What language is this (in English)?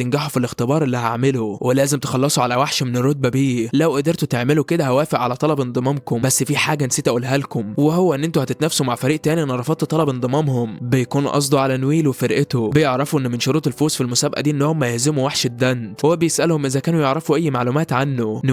Egyptian Arabic